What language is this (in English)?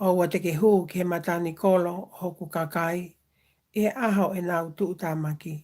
Tongan